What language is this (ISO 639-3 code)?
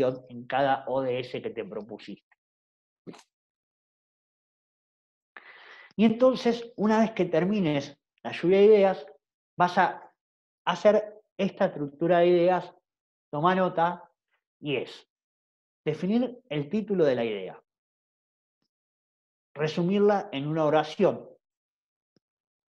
spa